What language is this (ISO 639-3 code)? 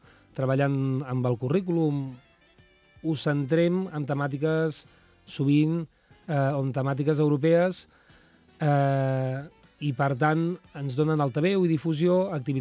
cat